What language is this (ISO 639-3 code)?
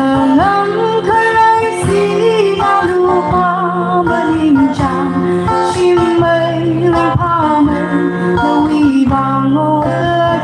nmf